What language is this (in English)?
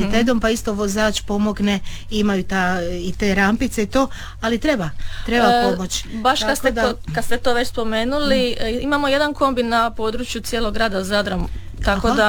Croatian